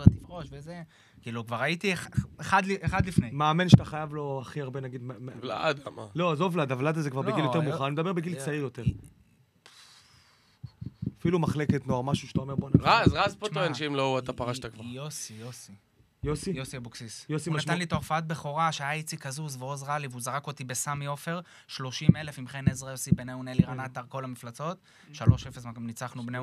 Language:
Hebrew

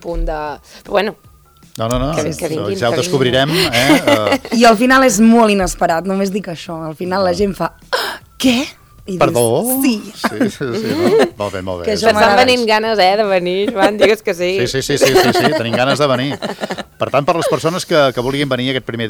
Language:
Catalan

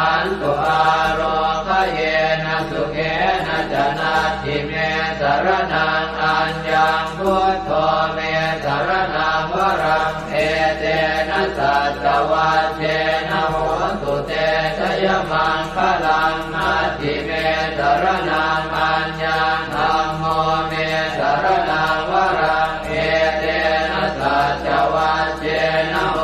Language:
Pali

